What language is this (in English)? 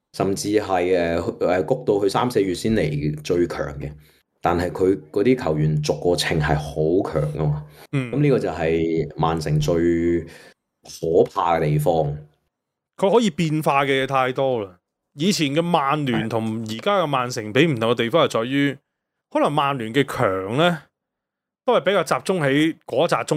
Cantonese